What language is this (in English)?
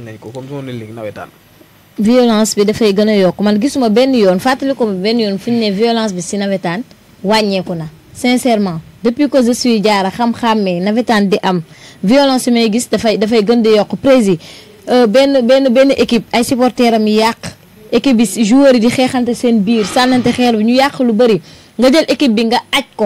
Wolof